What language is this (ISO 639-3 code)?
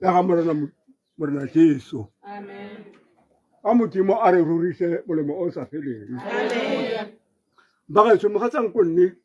tsn